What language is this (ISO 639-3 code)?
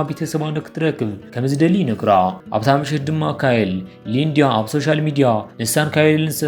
tir